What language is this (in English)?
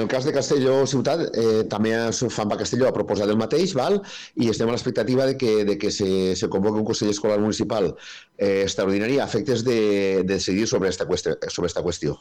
Catalan